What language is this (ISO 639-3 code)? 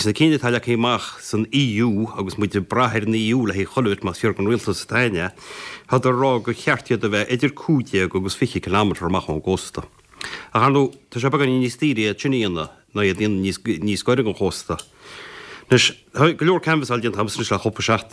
gle